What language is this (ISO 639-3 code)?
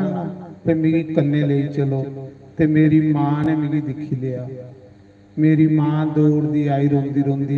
doi